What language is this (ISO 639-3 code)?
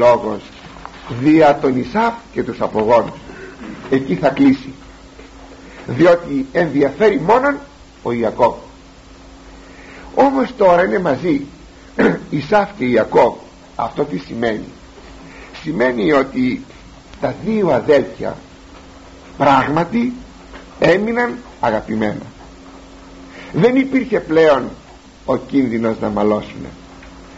ell